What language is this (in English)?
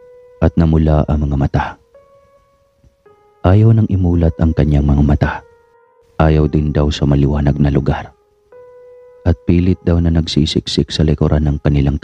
Filipino